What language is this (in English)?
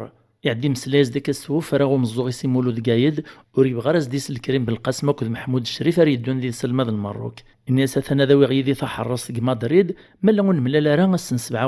Kabyle